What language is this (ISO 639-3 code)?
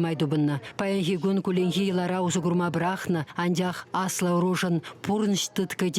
chv